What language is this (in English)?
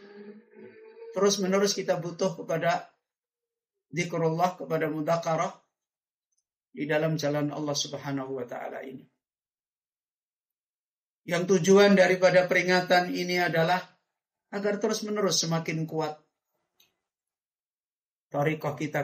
Indonesian